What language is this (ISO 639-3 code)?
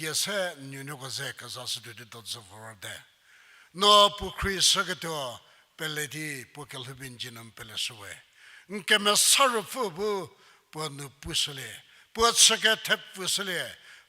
njm